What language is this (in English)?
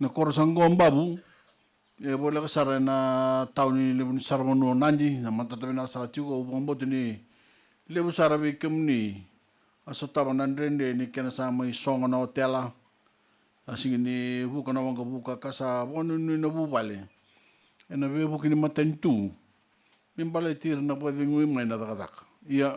Fijian